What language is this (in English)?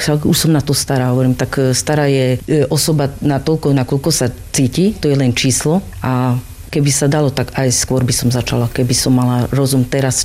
Slovak